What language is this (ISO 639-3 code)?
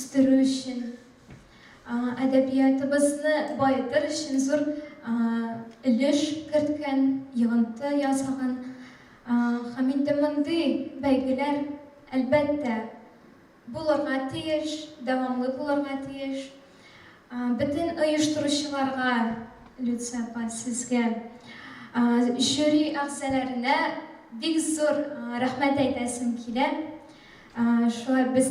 bak